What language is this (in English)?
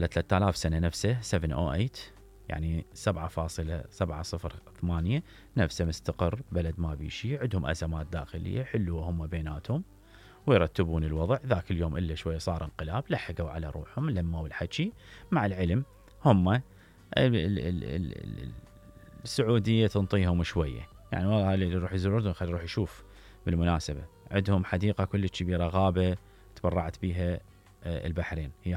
Mesopotamian Arabic